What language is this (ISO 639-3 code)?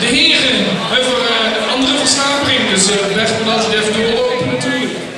lim